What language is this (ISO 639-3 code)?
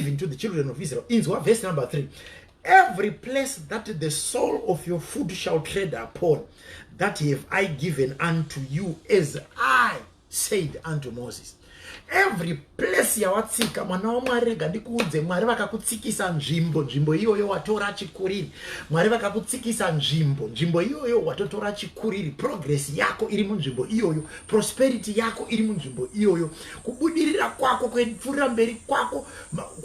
sna